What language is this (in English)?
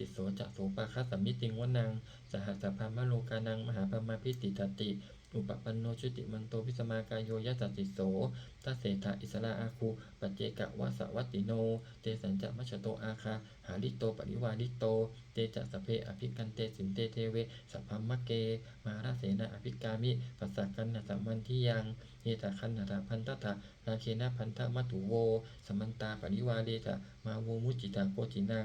Pali